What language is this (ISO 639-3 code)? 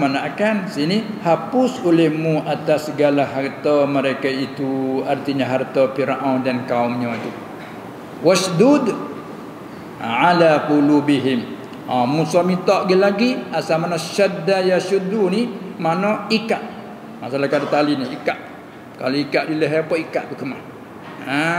msa